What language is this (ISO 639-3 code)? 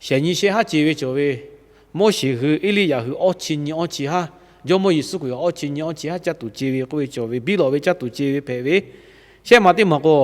lhu